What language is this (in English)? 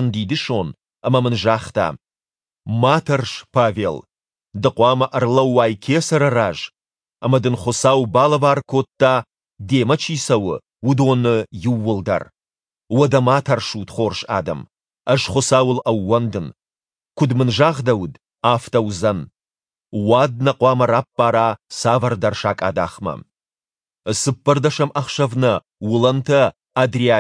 Ossetic